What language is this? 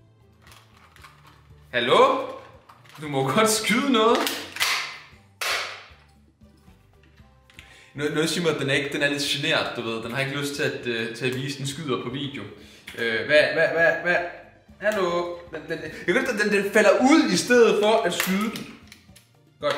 Danish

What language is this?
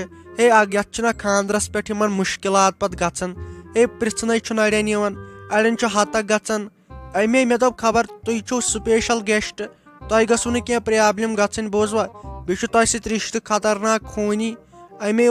Kashmiri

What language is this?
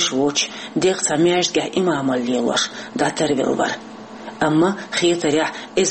Chechen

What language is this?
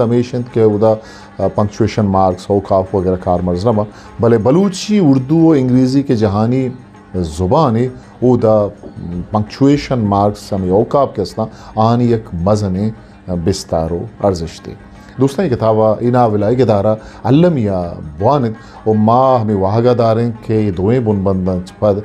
Eastern Balochi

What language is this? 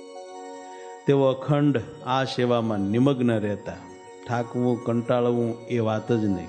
Gujarati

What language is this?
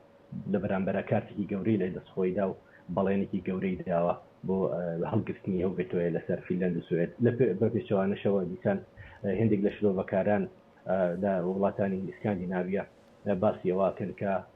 Central Kurdish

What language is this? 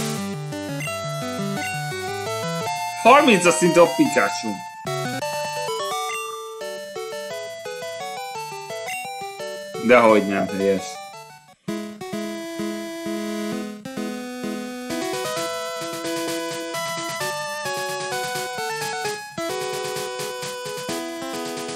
Hungarian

